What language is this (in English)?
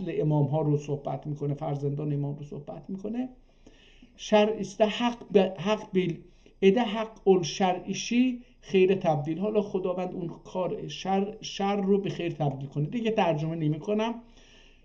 South Azerbaijani